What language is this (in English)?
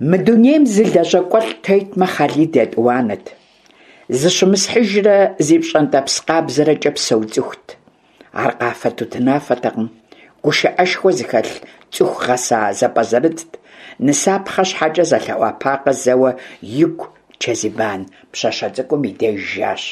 Kabardian